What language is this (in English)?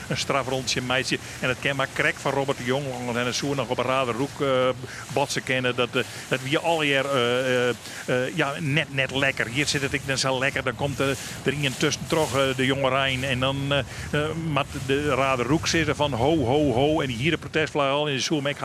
Western Frisian